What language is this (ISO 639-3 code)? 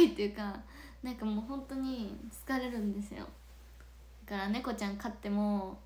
jpn